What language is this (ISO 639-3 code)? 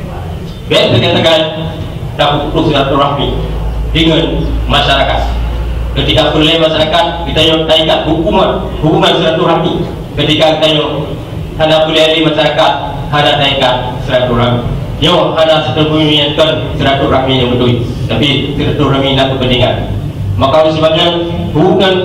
ace